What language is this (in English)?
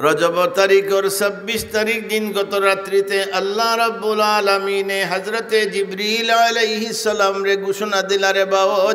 Sylheti